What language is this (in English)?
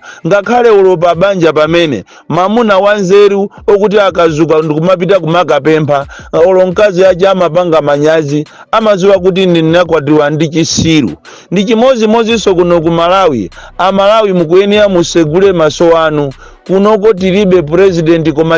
Nyanja